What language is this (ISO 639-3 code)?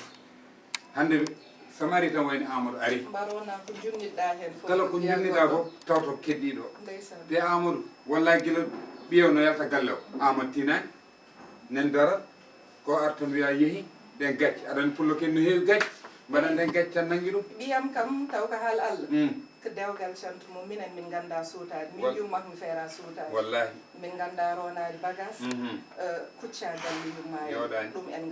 ful